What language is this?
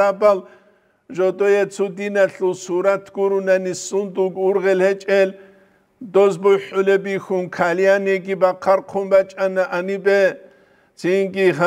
Avaric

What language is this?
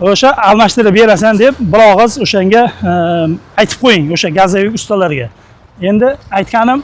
Uzbek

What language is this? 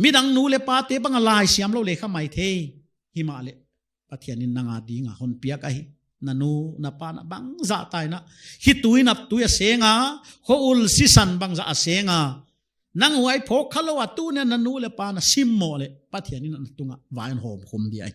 Paite Chin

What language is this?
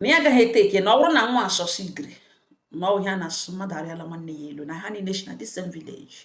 Igbo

